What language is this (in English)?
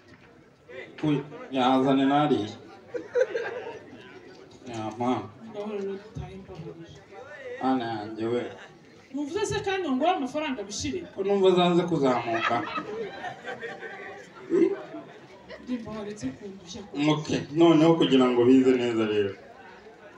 Kinyarwanda